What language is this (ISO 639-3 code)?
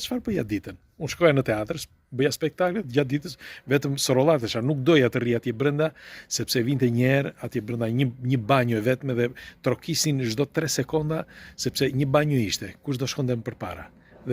sqi